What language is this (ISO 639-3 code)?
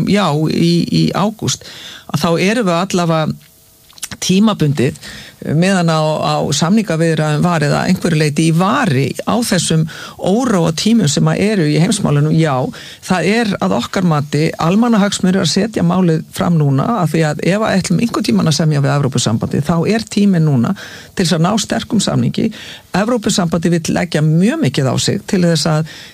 isl